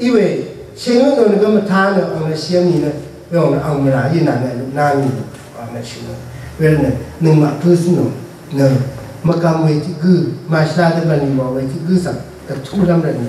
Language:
Rawang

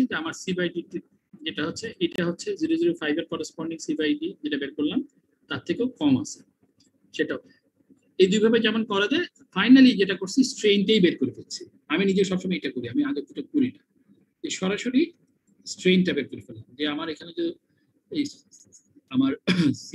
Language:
Bangla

